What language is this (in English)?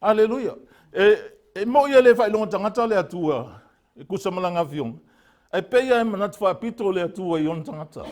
Samoan